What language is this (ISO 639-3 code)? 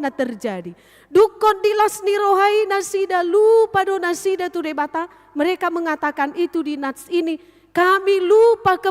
bbc